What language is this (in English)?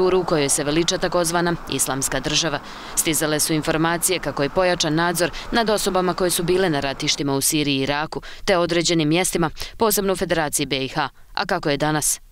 Bosnian